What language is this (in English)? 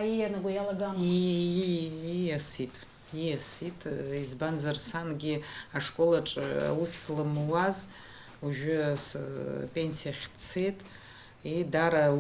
Abkhazian